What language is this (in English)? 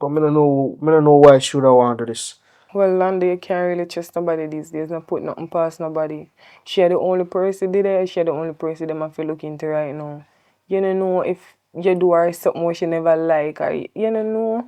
Jamaican Creole English